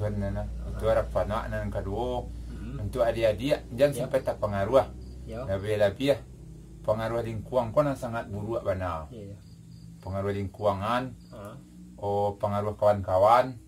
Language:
Minangkabau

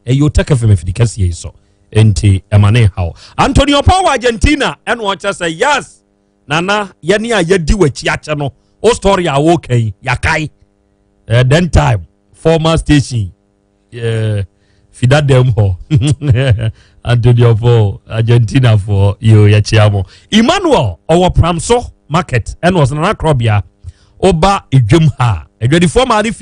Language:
Akan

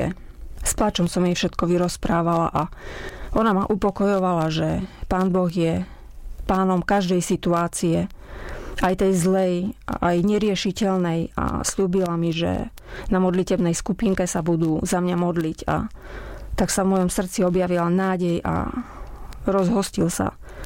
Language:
Slovak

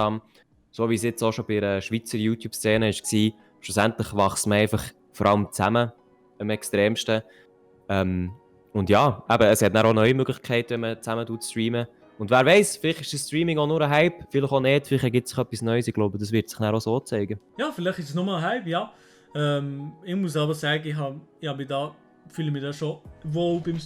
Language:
Swiss German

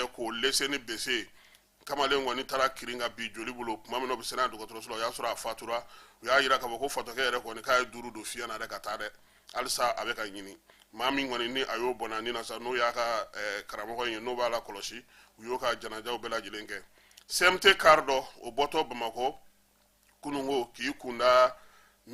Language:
Bambara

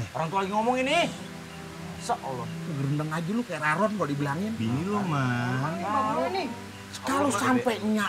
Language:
Betawi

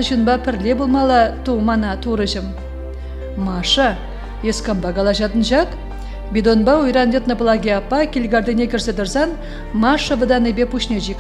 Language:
Chuvash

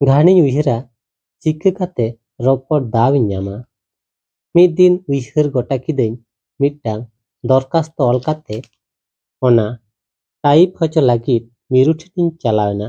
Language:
Santali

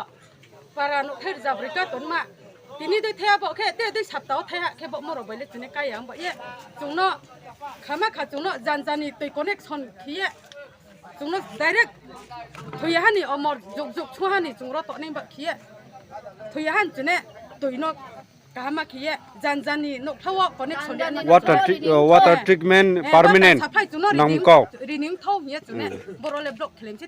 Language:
Riang (India)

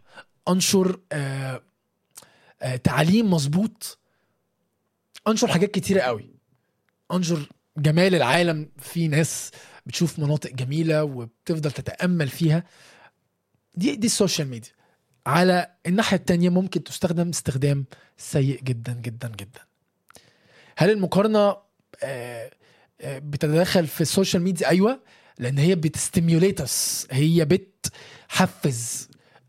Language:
Egyptian Arabic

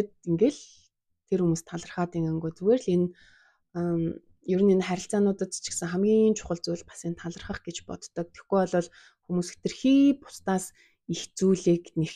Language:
Mongolian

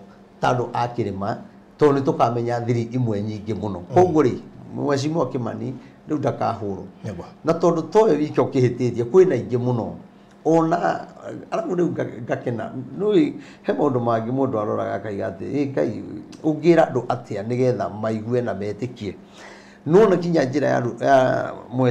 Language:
Kikuyu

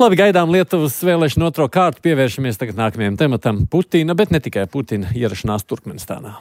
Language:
Latvian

